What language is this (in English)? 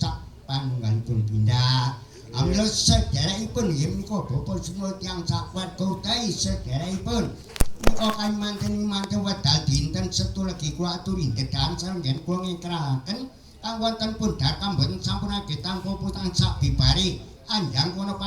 Javanese